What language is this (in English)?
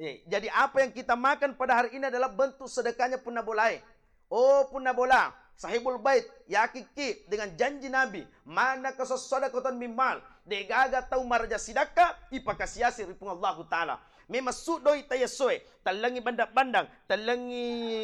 Buginese